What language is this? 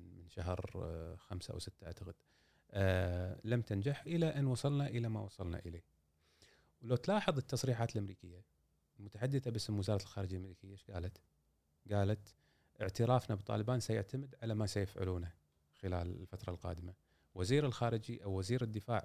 Gulf Arabic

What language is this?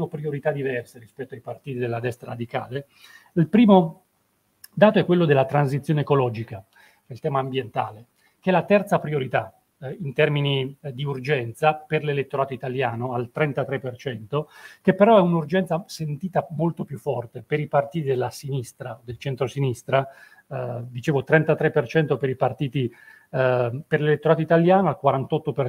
Italian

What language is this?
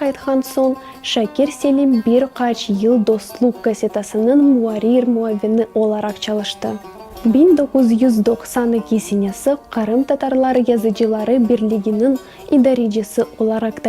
Crimean Tatar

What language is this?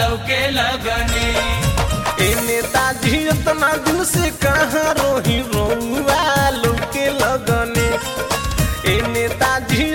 Bhojpuri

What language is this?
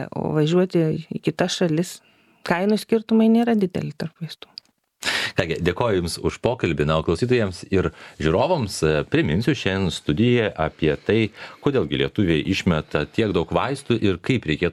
Lithuanian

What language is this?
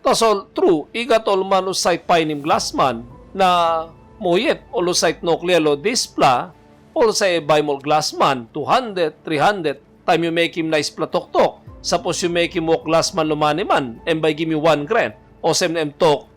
Tok Pisin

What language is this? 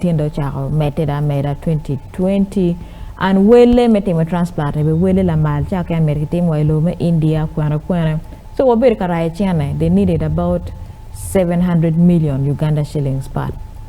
Acoli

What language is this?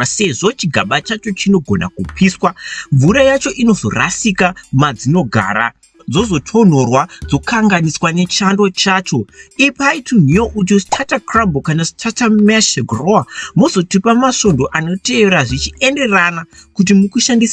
Shona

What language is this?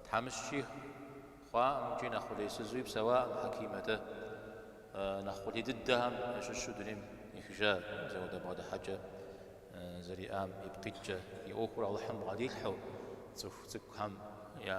Kabardian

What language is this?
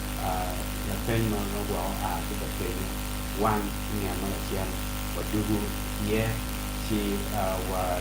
Acoli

